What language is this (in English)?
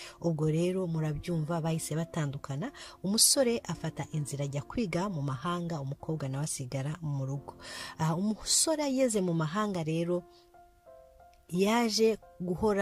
Kinyarwanda